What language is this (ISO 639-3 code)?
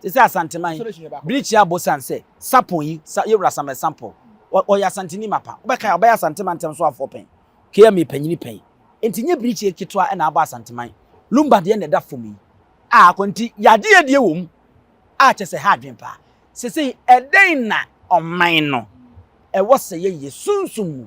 aka